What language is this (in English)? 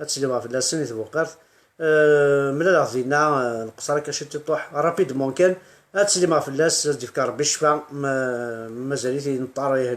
Kabyle